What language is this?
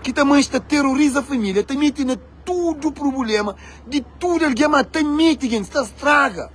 Kabuverdianu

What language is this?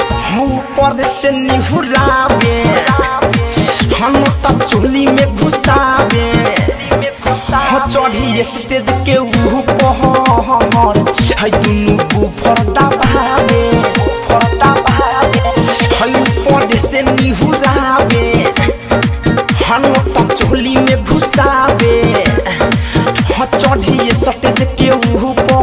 Bhojpuri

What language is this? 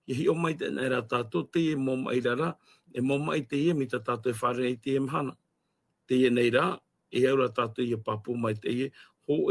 Tahitian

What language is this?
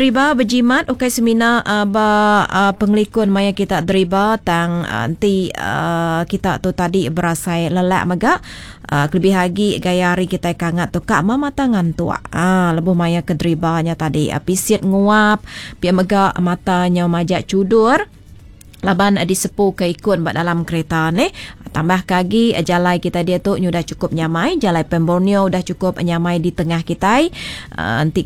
Iban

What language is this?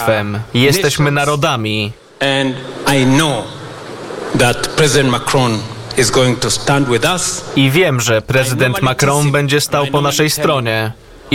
Polish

